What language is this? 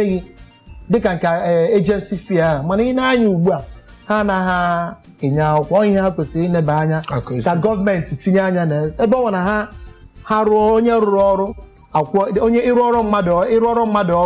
Igbo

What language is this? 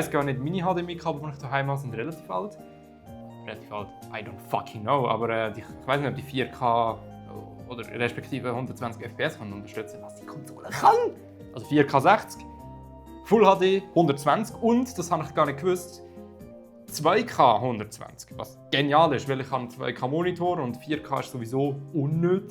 Swiss German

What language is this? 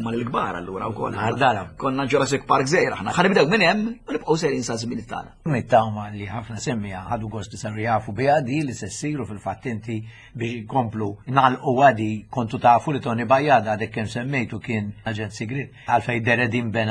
Maltese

